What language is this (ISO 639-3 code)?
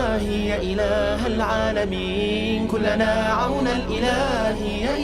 inh